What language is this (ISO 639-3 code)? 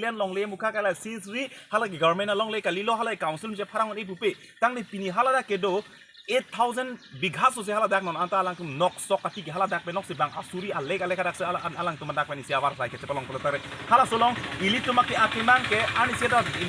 mjw